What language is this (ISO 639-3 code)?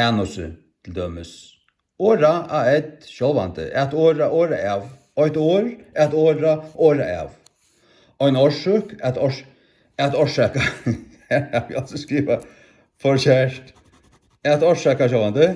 fao